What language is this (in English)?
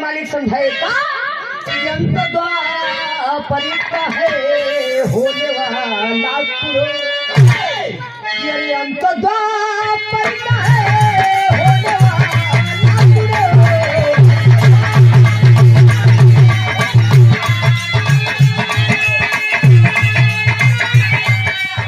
Bhojpuri